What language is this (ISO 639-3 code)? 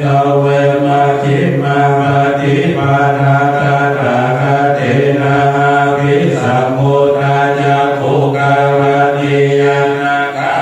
pli